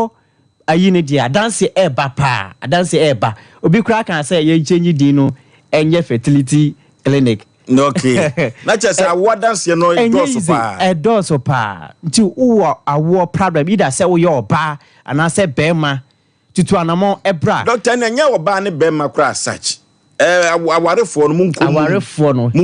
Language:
Akan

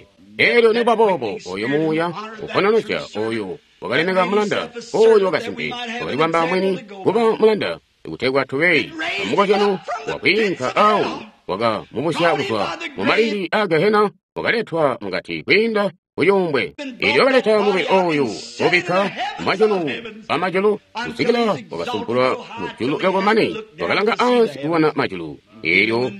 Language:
Tonga (Zambia)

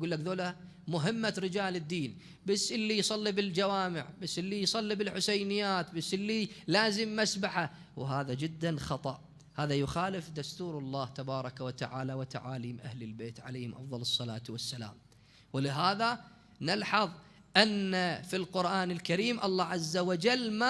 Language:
Mesopotamian Arabic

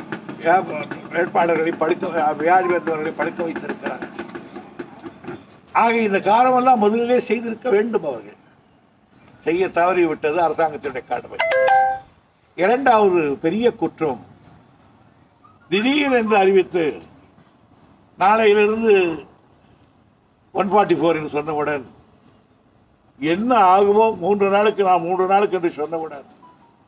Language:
Tamil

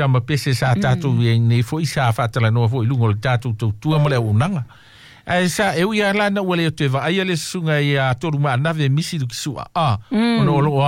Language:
Samoan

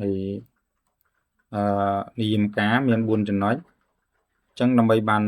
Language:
Khmer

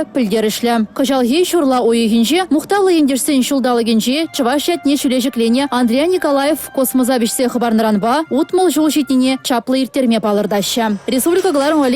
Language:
Chuvash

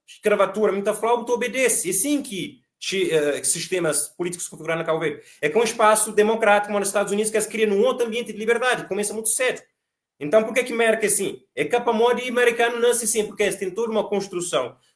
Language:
Kabuverdianu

